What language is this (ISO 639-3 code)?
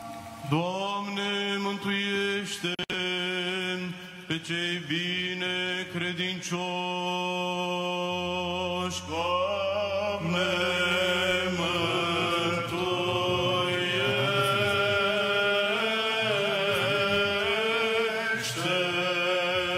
ron